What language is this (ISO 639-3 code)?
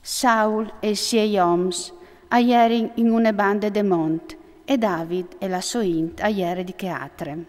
fur